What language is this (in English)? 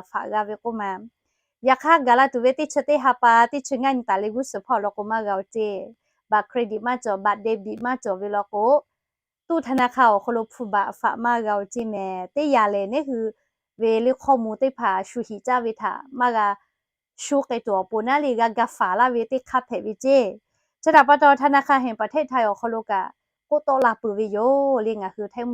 Lahu